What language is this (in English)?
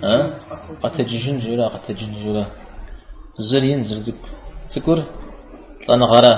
Kabardian